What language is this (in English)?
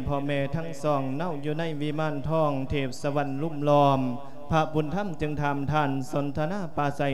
Lao